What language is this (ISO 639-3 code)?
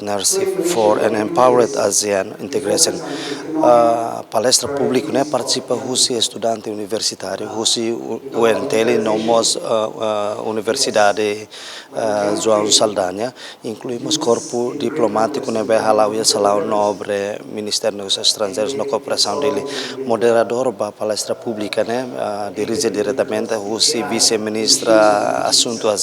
tet